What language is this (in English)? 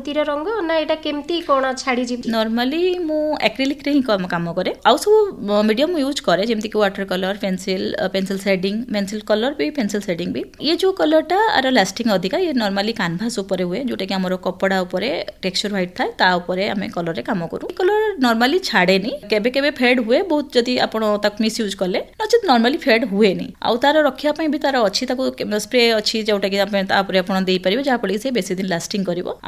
Odia